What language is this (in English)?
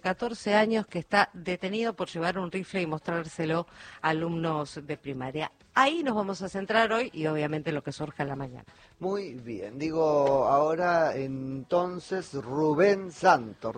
Spanish